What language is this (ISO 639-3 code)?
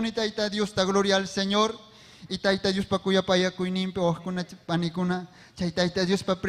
quy